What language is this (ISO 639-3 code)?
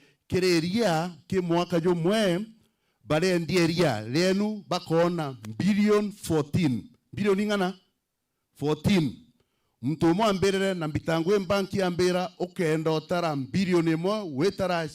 mer